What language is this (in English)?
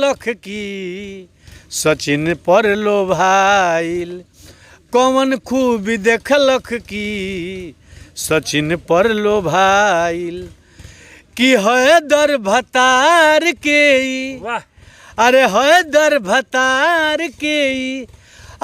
Bhojpuri